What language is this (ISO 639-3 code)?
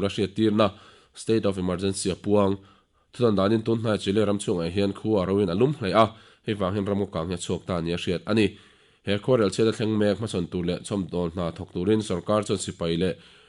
lus